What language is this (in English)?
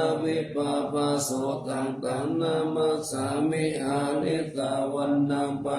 Pali